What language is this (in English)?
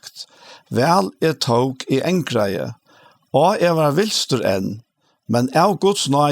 Faroese